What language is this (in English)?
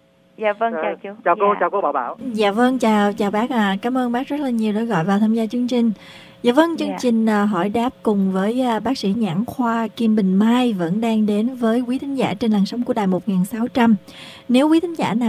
Vietnamese